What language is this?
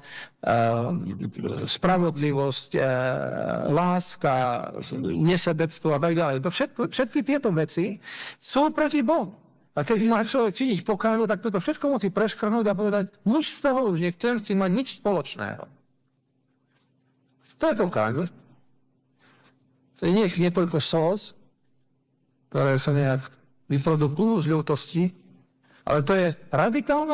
Slovak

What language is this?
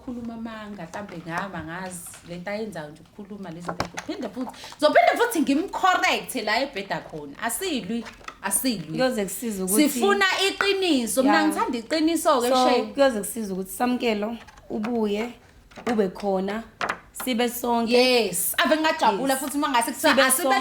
Zulu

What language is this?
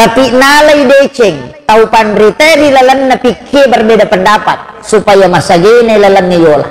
Buginese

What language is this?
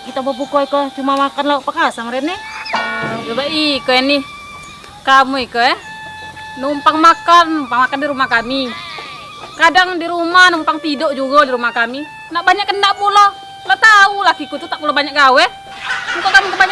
Musi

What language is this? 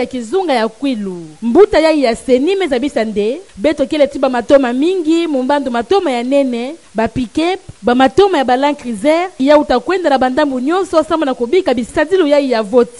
Kituba (Democratic Republic of Congo)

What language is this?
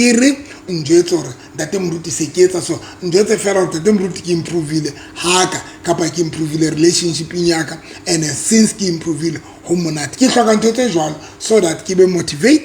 Southern Sotho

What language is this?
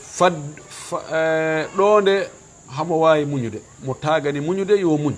Fula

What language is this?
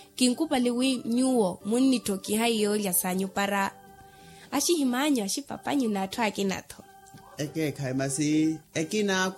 Makhuwa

